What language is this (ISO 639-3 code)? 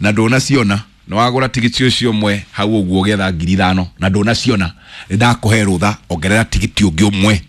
kik